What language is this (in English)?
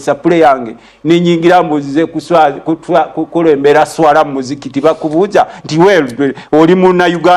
Ganda